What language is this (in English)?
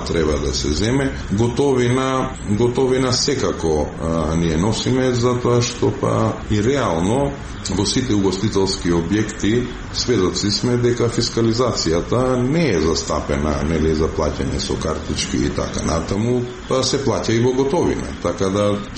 Macedonian